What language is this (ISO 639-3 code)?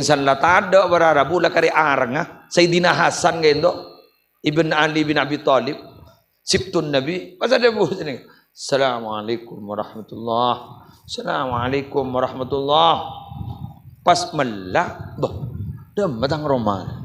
mad